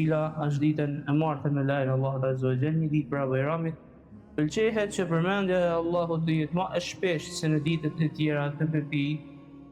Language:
Albanian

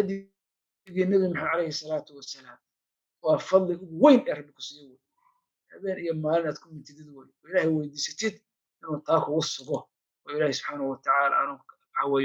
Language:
Somali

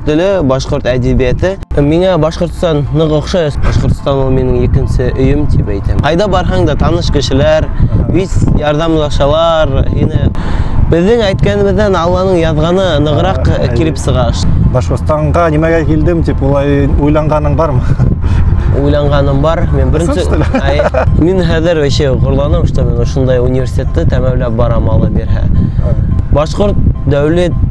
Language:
Bashkir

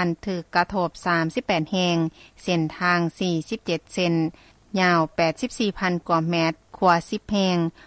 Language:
Lao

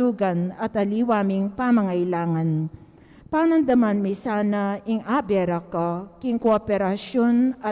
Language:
Pampanga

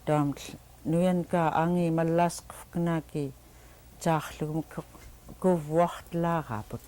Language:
Central Yupik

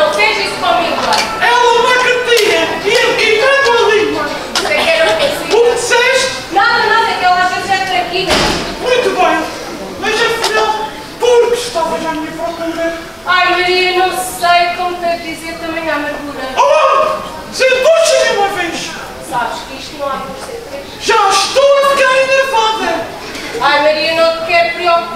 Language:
Portuguese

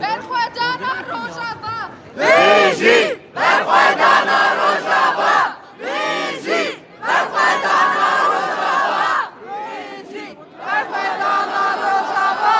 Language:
Kurdish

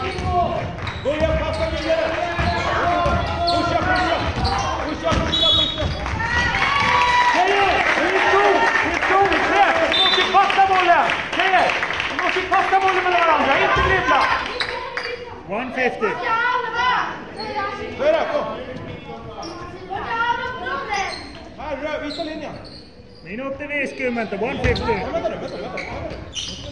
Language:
Swedish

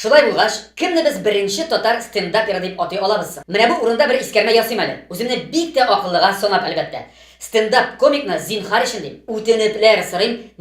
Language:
Tatar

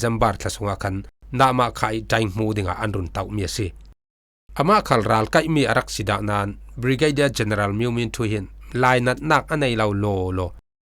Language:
Falam Chin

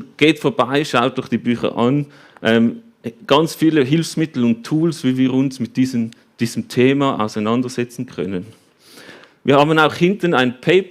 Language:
Swiss German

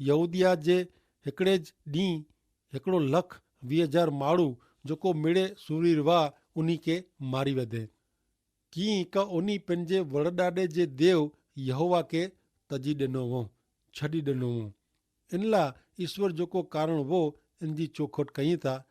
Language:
Kachhi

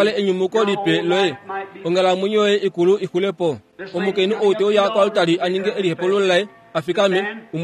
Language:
Kuanyama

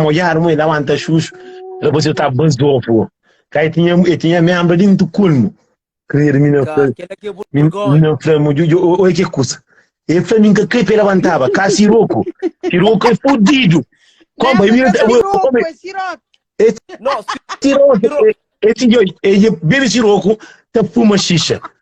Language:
Kabuverdianu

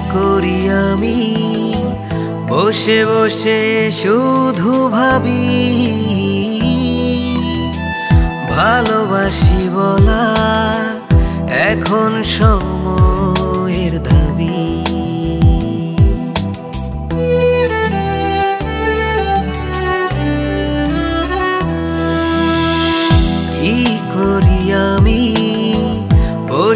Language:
Bangla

